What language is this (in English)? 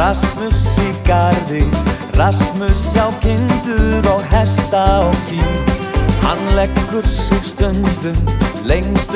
Icelandic